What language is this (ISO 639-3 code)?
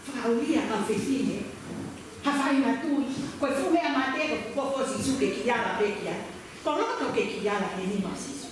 ton